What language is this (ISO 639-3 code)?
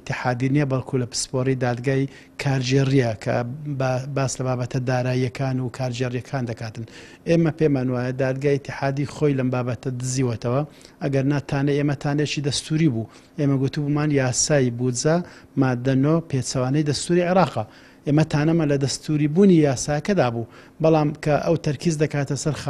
ckb